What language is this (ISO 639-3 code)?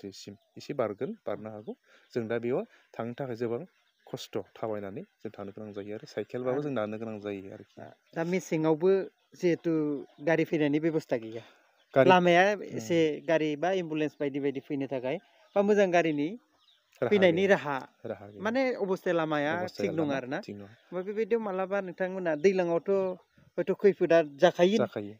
brx